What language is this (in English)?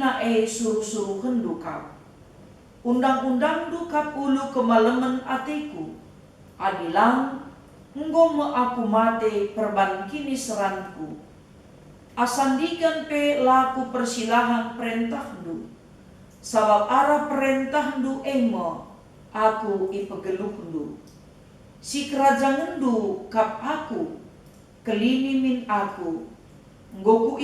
Batak Karo